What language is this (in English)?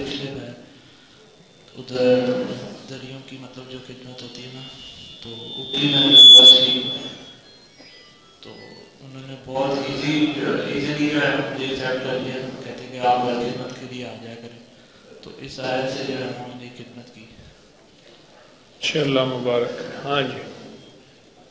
Urdu